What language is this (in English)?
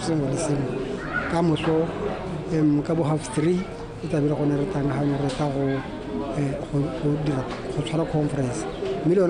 Tswana